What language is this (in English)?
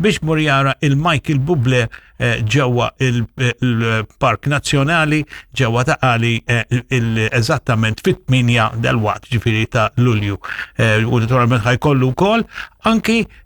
Maltese